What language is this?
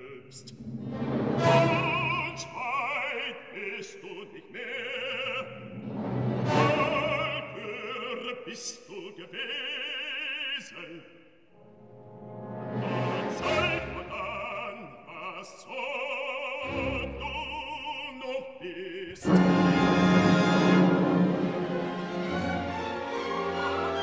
German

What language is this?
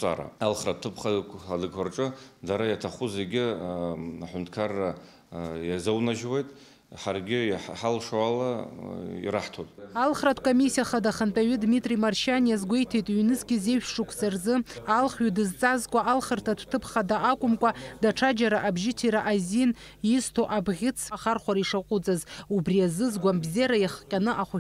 Abkhazian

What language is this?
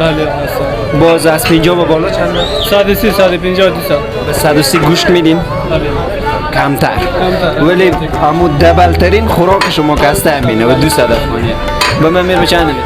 Persian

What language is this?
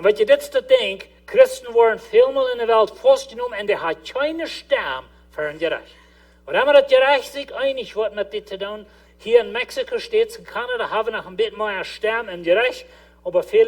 Plautdietsch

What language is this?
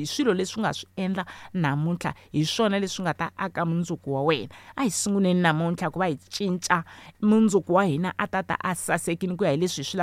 Tsonga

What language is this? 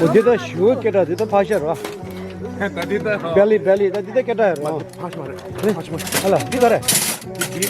Tibetan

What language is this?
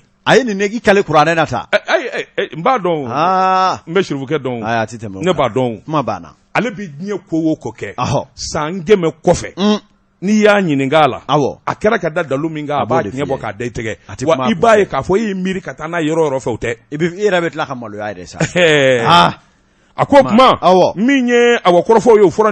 Bambara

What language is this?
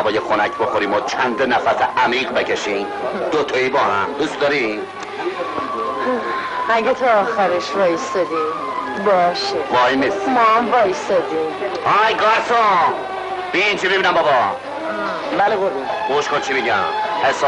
Persian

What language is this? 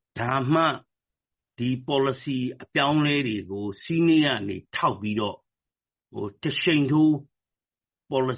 Burmese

